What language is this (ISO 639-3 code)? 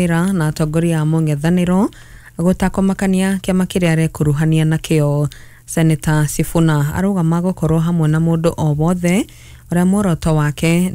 kik